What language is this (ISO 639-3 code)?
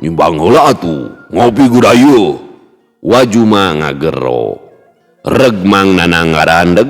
sun